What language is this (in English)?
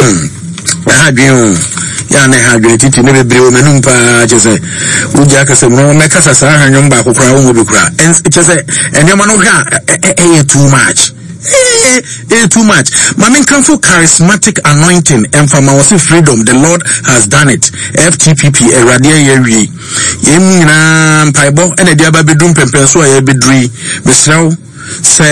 Akan